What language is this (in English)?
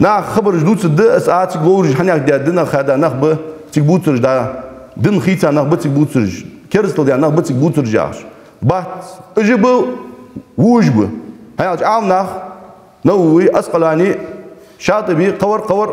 Ingush